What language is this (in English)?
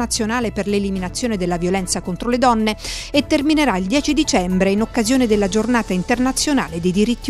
Italian